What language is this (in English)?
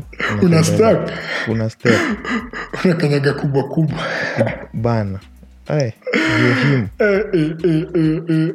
Swahili